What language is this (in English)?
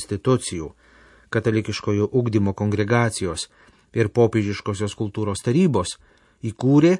Lithuanian